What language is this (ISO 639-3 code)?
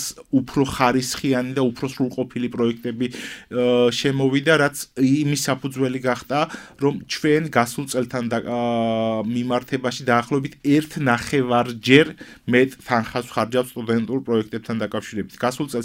kat